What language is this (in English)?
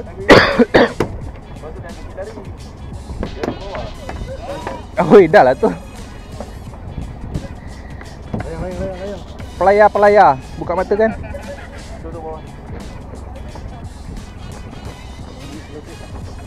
Malay